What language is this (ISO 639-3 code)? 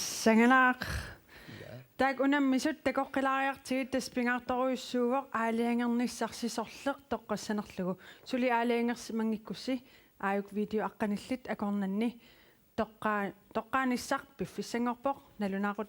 kal